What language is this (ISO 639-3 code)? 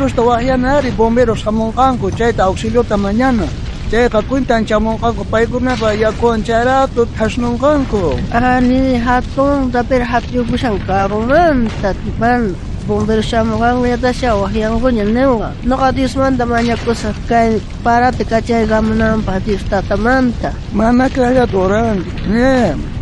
quh